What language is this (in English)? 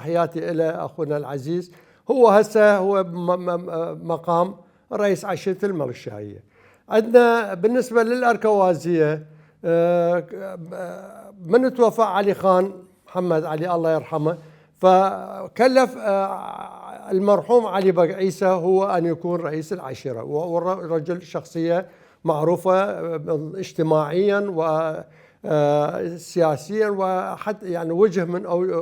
Mesopotamian Arabic